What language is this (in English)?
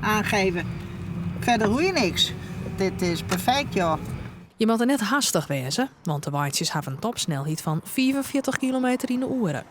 Western Frisian